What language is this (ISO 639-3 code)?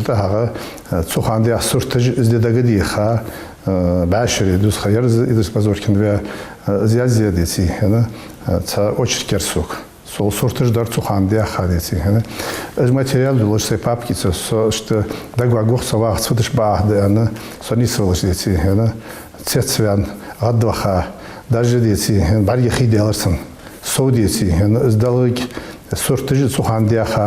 inh